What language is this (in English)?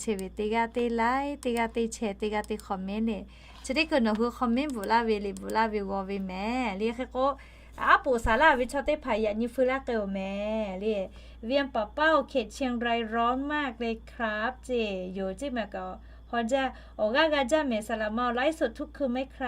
Lahu